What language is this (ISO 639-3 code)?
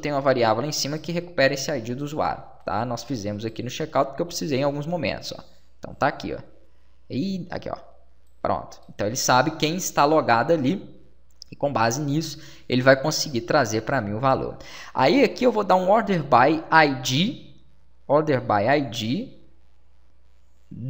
por